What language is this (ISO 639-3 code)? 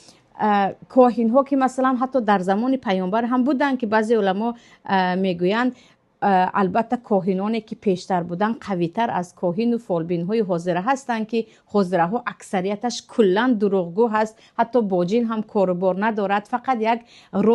tgk